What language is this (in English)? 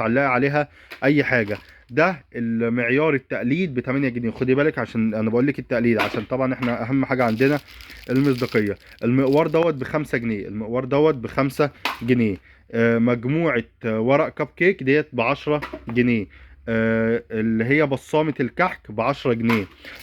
Egyptian Arabic